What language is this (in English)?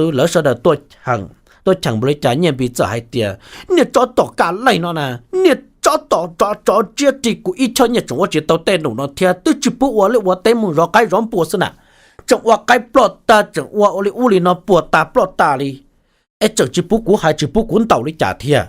Hmong